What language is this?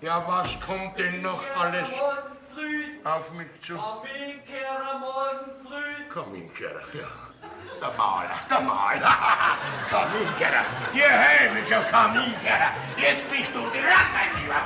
Bavarian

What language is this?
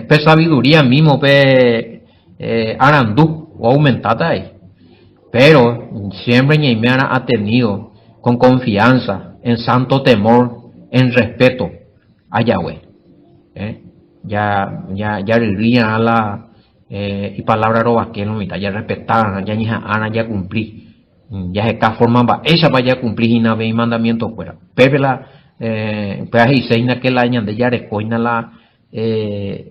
Guarani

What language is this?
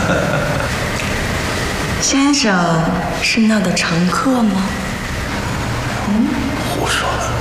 Chinese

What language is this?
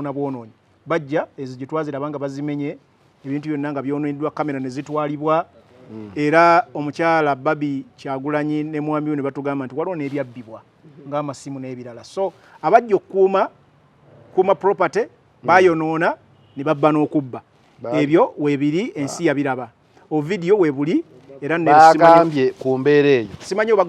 Ganda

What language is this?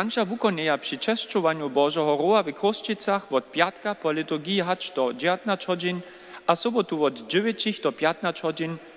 Upper Sorbian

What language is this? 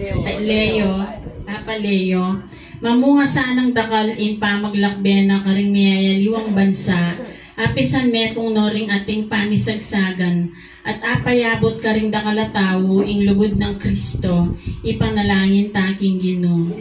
Pampanga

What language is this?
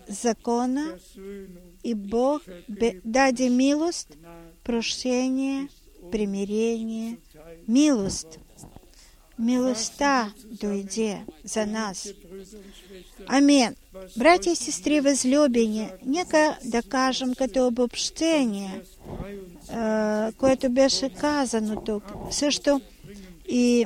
Bulgarian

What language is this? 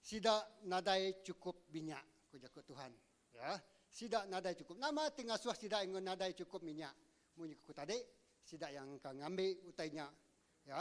Iban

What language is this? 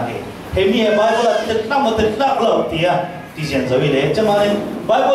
Falam Chin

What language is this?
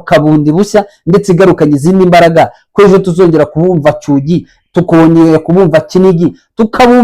Kinyarwanda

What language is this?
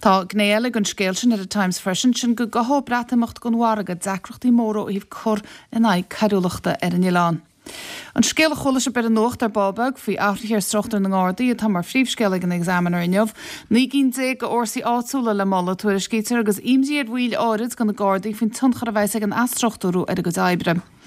Irish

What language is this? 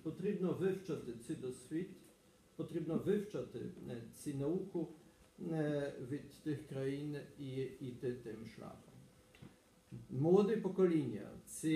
Ukrainian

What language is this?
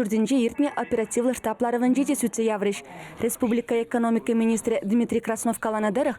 Chuvash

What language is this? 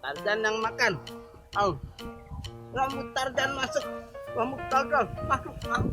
Betawi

